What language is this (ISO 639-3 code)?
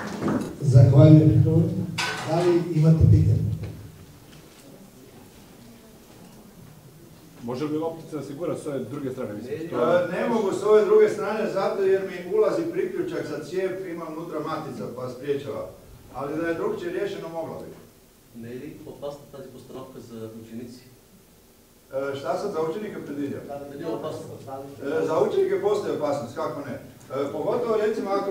hrv